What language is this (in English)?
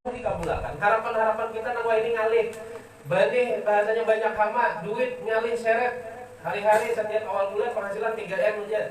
Banjar